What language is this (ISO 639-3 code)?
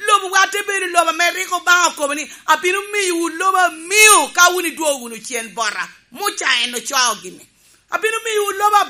laj